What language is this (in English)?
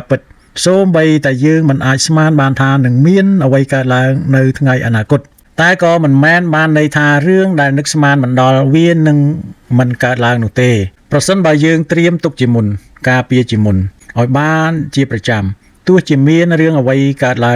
Khmer